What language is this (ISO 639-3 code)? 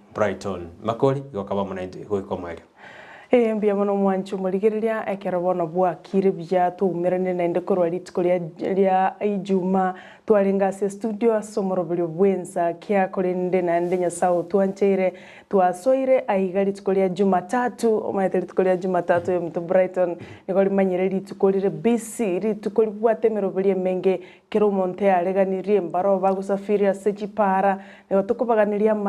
guz